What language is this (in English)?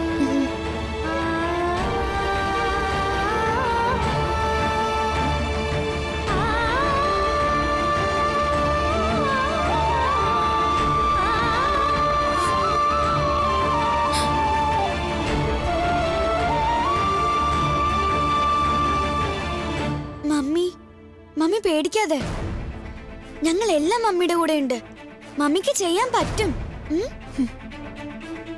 Malayalam